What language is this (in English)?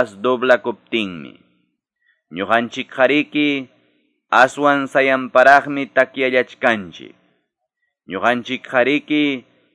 Quechua